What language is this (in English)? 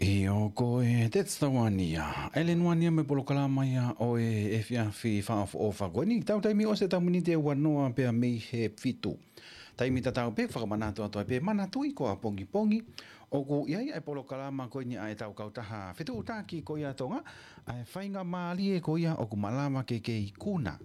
Tongan